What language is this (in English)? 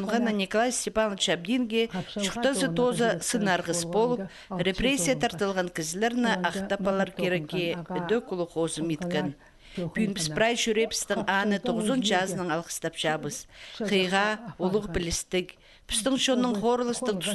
Khakas